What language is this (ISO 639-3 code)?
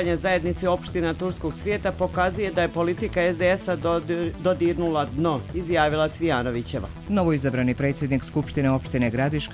srp